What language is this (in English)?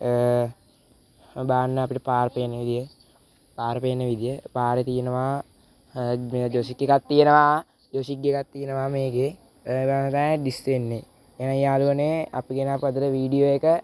Sinhala